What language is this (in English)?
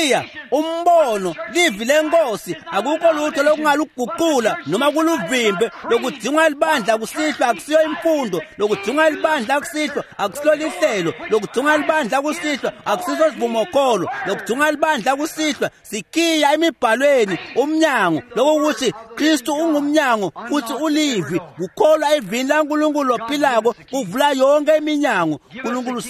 Swati